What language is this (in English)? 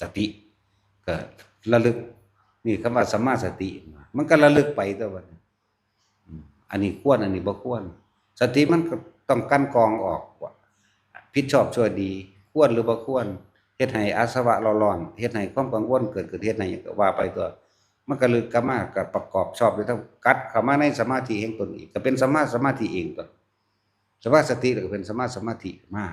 Northeastern Thai